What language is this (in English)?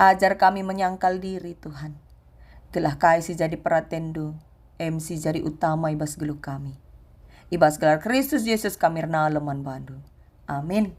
Batak Karo